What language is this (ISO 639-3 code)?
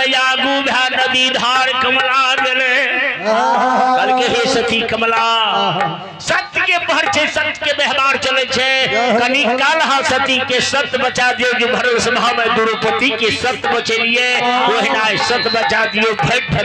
mai